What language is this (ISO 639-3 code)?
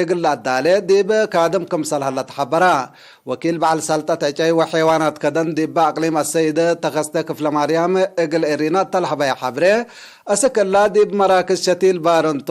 tig